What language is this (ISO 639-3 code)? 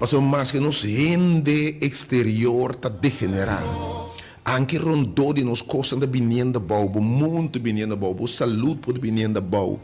pap